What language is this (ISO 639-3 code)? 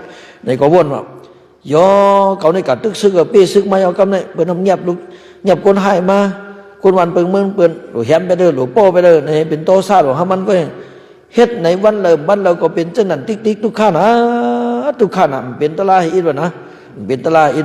shn